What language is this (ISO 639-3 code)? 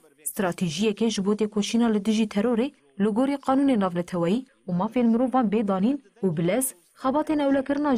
kur